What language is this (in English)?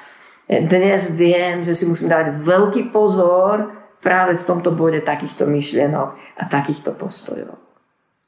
Slovak